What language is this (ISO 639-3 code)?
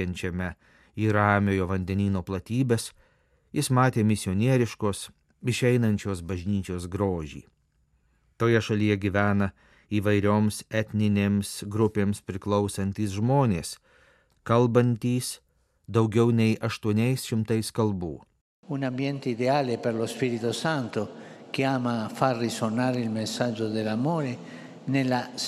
lit